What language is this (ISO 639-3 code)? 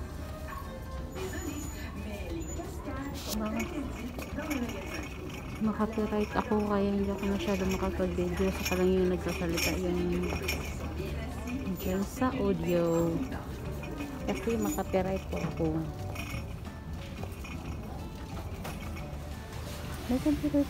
fil